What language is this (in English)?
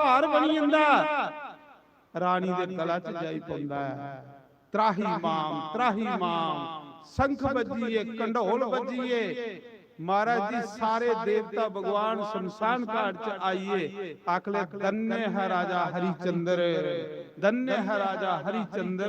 Dogri